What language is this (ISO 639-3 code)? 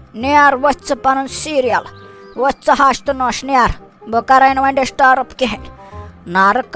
kas